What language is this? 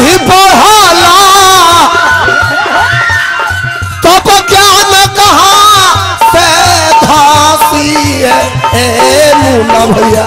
Bhojpuri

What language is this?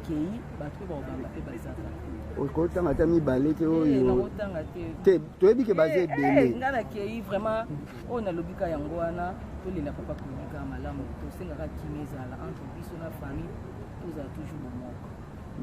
Lingala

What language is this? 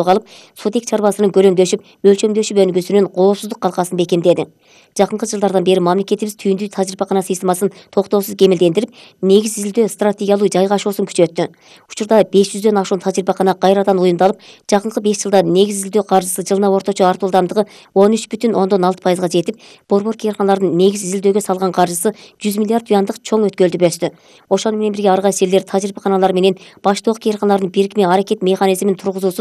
Kyrgyz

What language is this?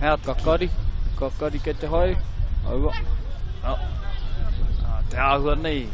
Māori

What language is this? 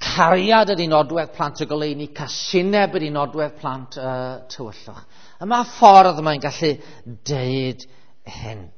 Welsh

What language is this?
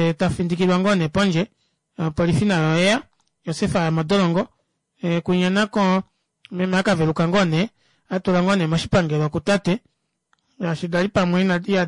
Kuanyama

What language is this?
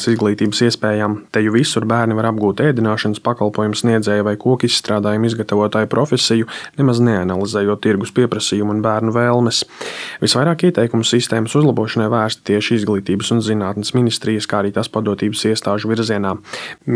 Latvian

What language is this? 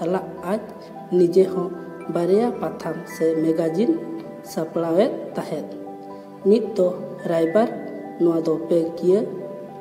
Santali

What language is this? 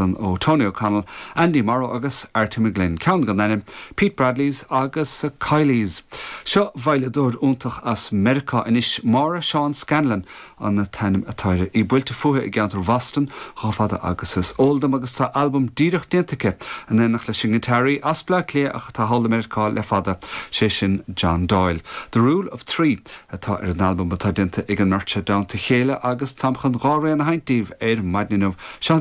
Irish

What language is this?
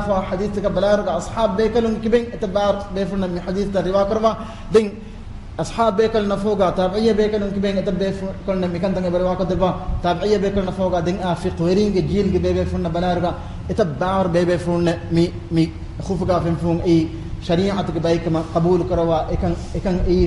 Divehi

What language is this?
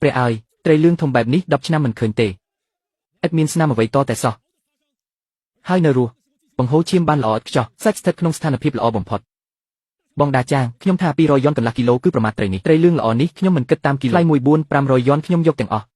Khmer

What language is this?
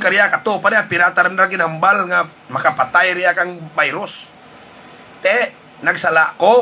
Hiligaynon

